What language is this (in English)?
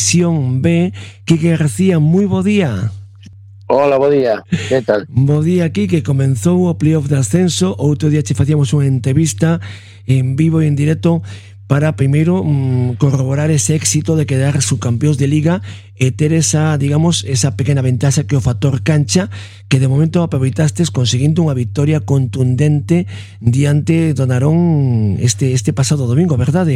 Galician